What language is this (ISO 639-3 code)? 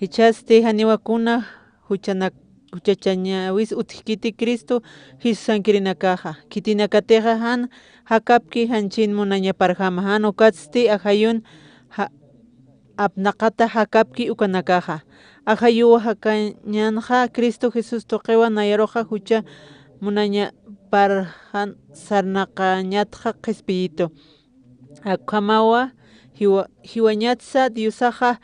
aym